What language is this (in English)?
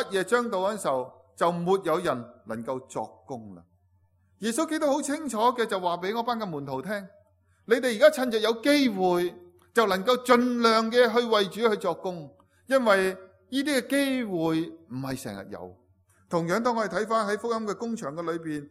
Cantonese